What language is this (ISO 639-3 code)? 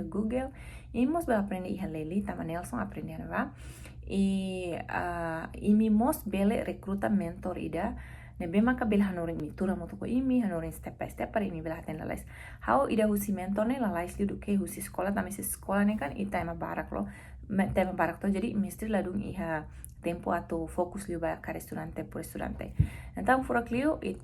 tet